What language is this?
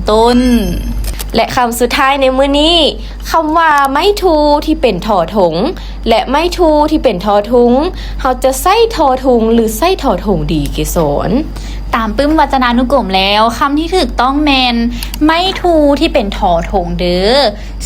Lao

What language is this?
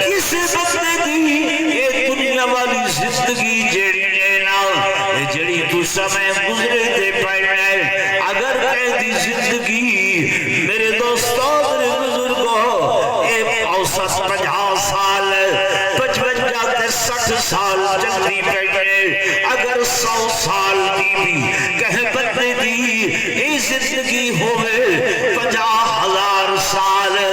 Saraiki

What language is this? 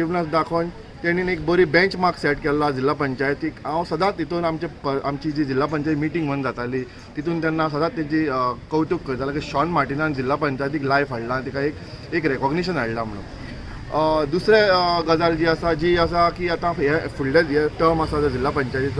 Konkani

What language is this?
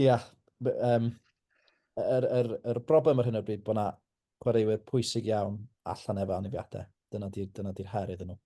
Welsh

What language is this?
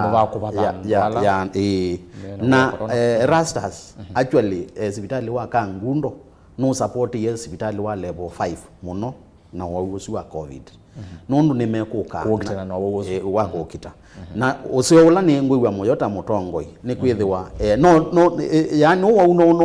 Kamba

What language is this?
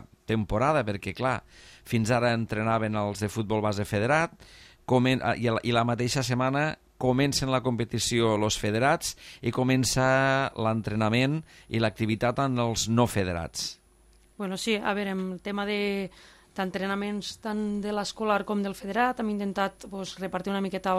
Catalan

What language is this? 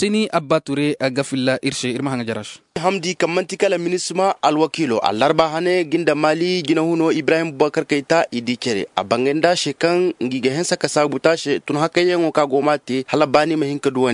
Zarma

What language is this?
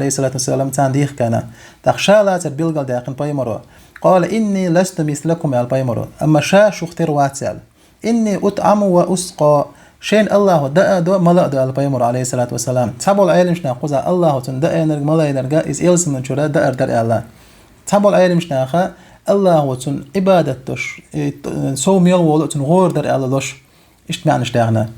Chechen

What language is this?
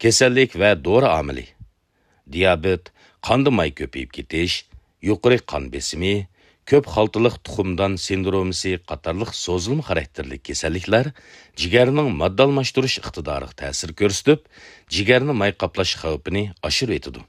Uyghur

